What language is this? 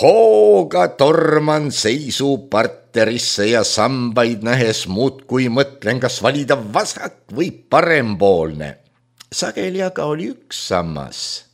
Estonian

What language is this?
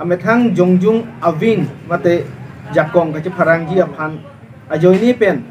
Karbi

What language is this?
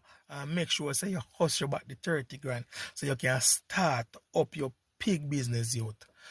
Jamaican Creole English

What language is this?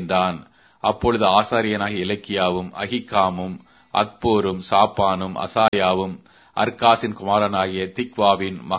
Tamil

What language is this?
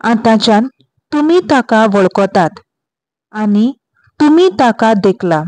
Konkani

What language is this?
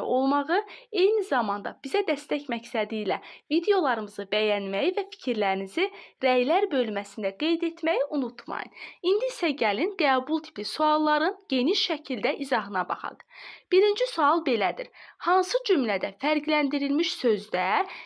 Azerbaijani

